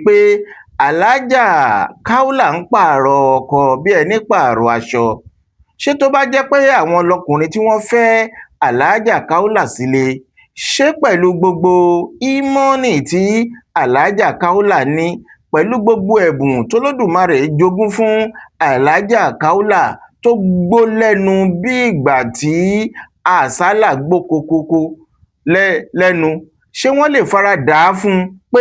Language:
Yoruba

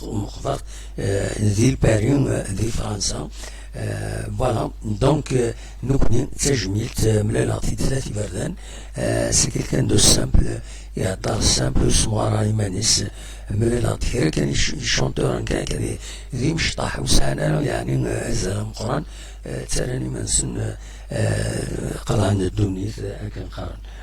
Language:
Kabyle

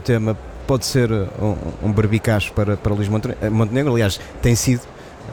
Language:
Portuguese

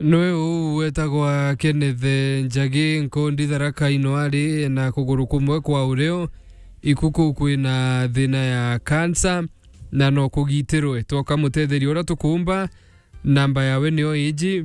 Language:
Meru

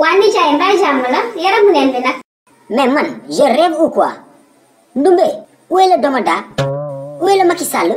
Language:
Wolof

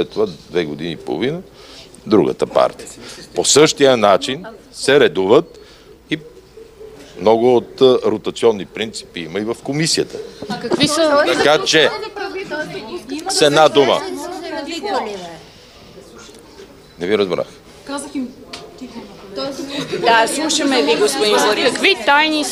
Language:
Bulgarian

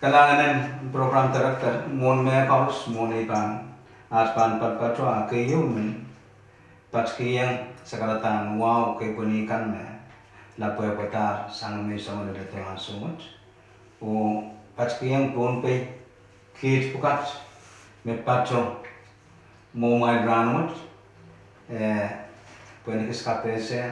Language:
Pohnpeian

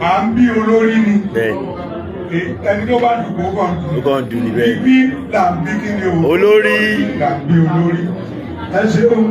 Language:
Yoruba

